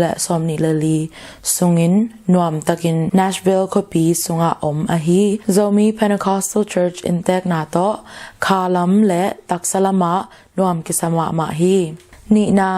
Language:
Tedim Chin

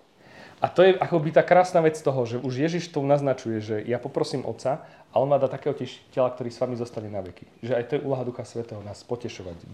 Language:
Slovak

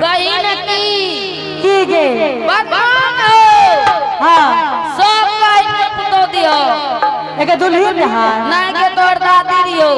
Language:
Angika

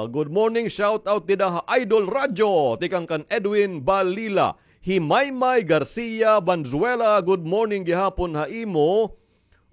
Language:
Waray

